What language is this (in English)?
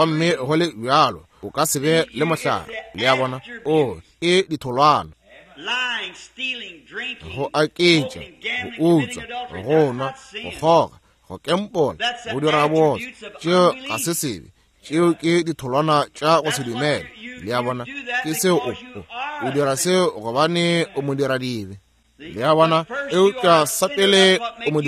Northern Sotho